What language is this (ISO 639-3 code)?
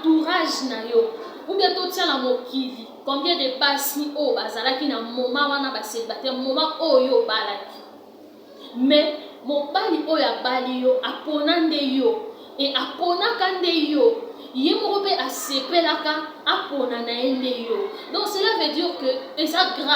lin